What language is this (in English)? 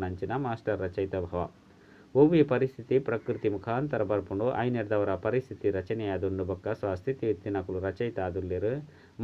Tulu